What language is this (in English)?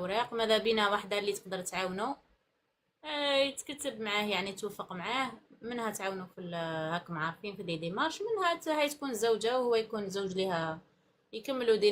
Algerian Arabic